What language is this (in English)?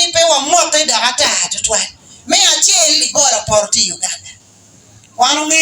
Acoli